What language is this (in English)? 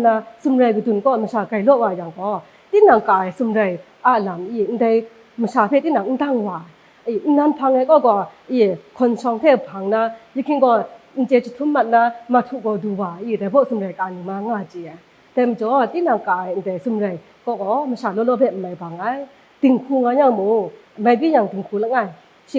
Kachin